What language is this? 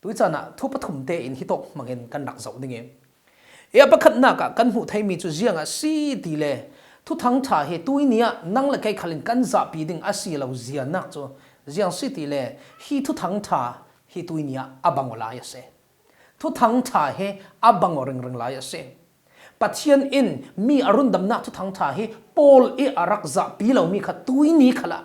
Falam Chin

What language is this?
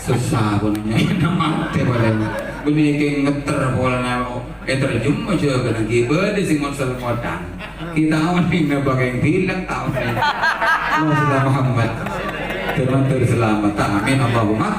Madurese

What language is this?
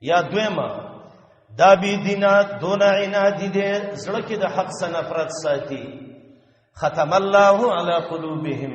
Pashto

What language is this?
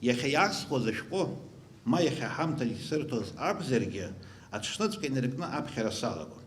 Abkhazian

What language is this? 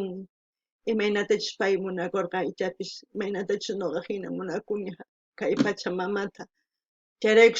South Bolivian Quechua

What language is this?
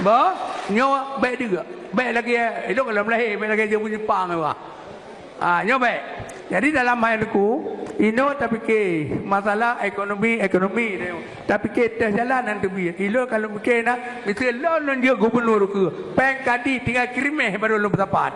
Achinese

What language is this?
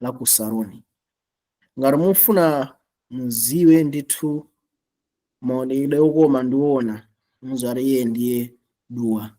Nyanja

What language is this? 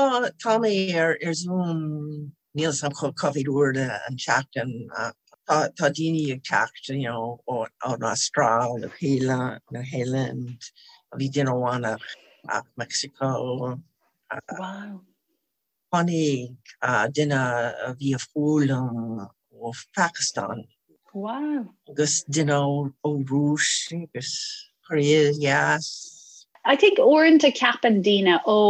Irish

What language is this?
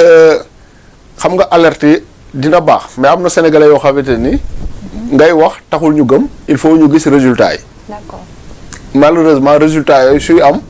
Wolof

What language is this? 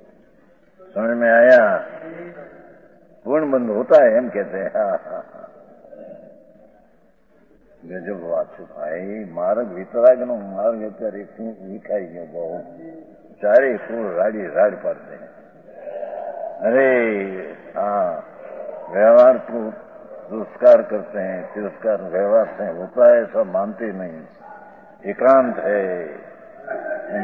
Hindi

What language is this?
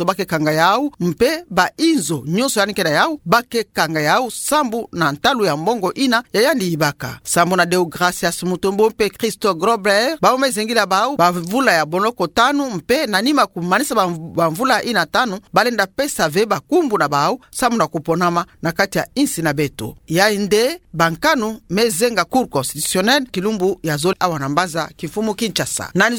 Kituba (Democratic Republic of Congo)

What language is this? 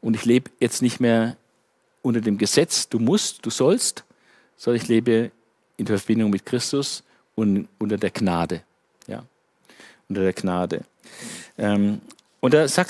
German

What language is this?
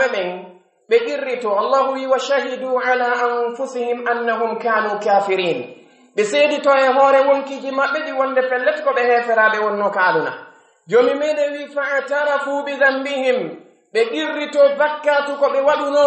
Pular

